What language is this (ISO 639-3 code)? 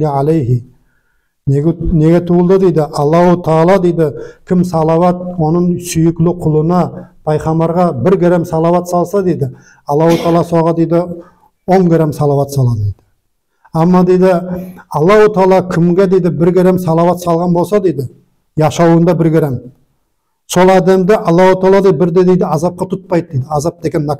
nog